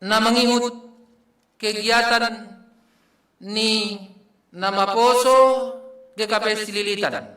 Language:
Batak Simalungun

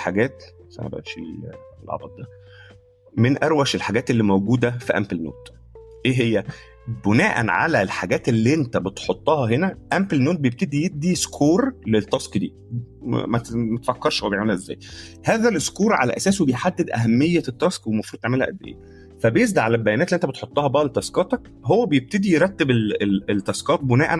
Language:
Egyptian Arabic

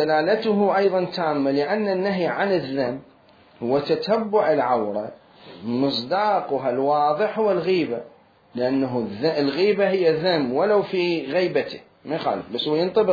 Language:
Mesopotamian Arabic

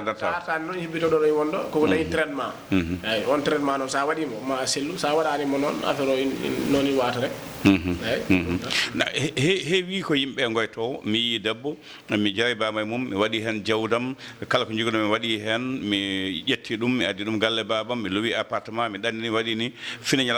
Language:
Fula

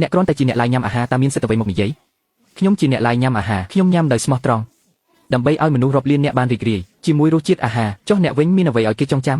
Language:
Khmer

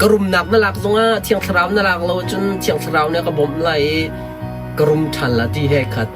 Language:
Hakha Chin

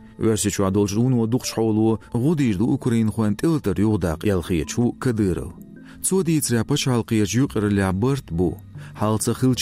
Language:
Chechen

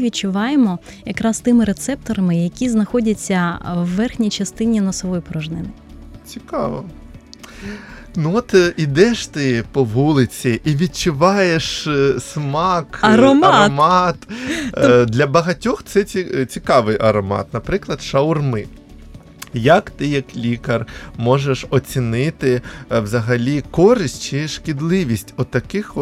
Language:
Ukrainian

